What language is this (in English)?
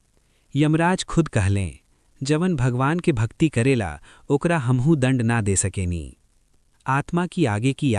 Bhojpuri